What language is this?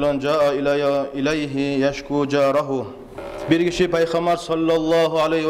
Kumyk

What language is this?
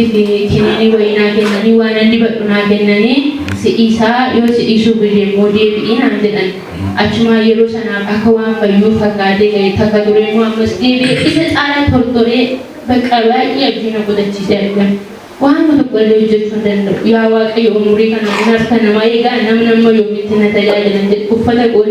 Oromo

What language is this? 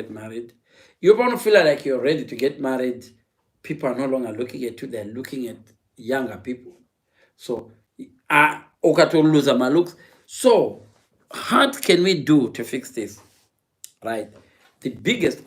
Shona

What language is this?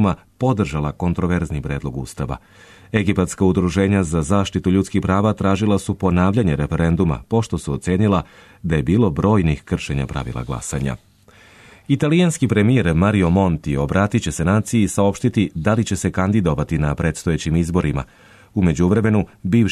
Serbian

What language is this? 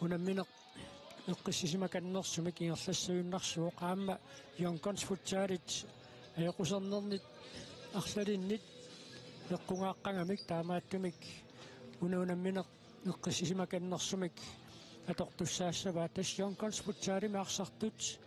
Kalaallisut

